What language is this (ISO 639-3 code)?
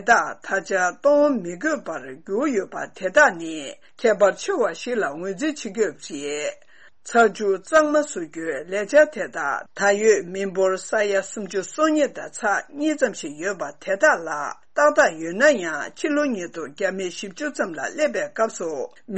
bod